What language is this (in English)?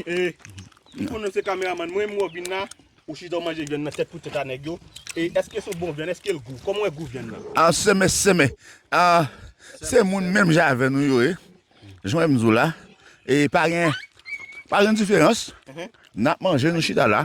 Haitian Creole